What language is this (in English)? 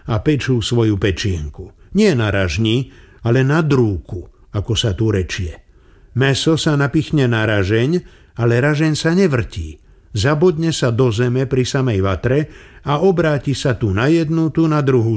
Slovak